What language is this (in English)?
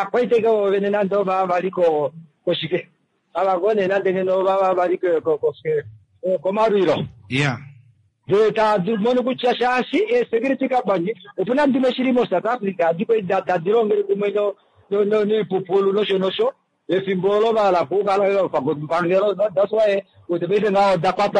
Kuanyama